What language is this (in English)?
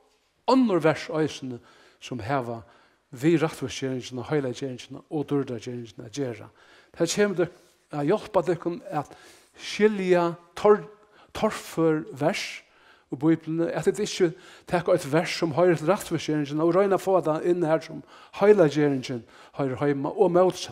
Faroese